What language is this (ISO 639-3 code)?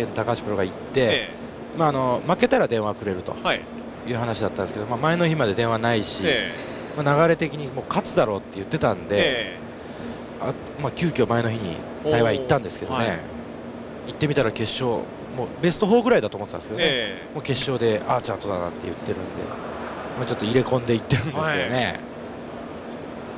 jpn